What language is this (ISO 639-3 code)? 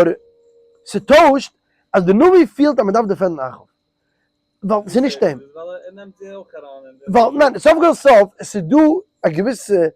yid